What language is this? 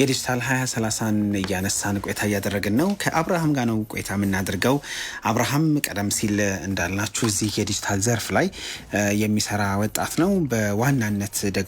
Amharic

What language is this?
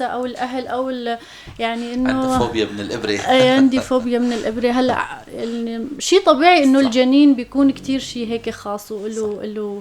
North Levantine Arabic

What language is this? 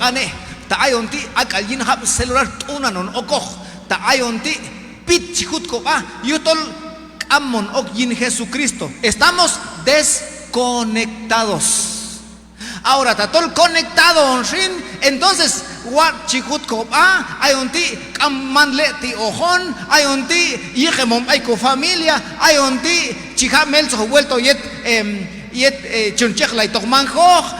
Q'anjob'al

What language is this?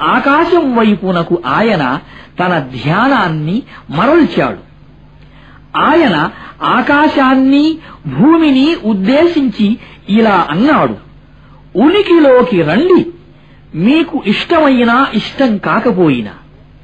Telugu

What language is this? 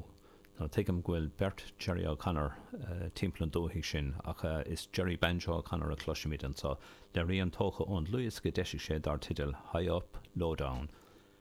Irish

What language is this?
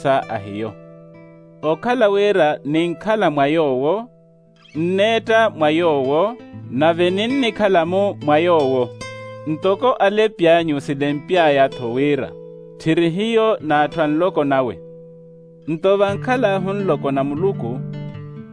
Makhuwa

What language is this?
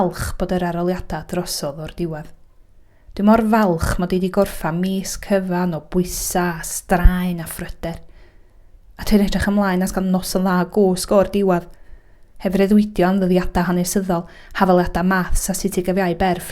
Welsh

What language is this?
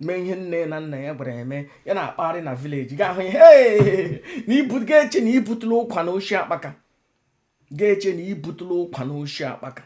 Igbo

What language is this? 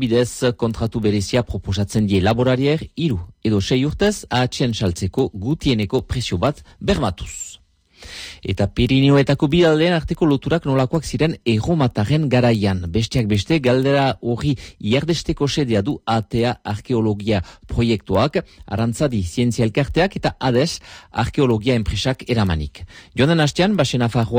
Basque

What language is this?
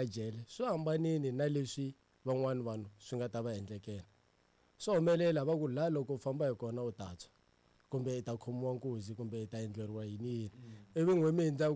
Tsonga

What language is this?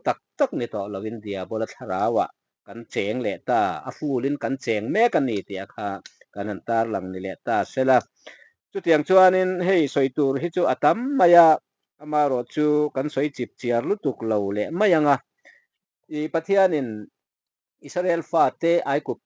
Mizo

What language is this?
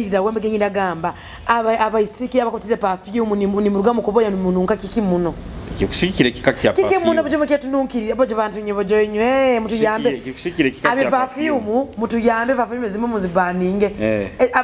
Nyoro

